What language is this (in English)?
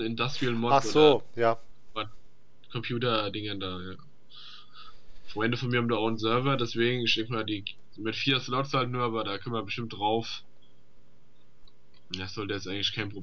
German